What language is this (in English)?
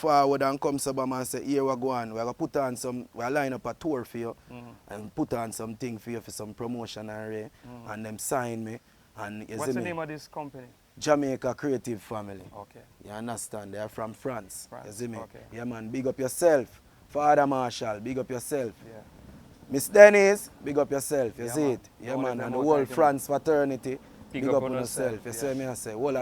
Jamaican Creole English